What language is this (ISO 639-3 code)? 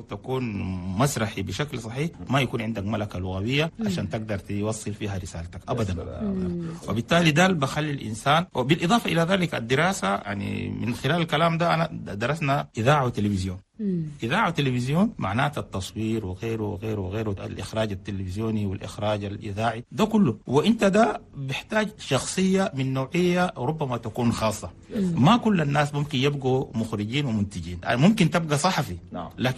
shu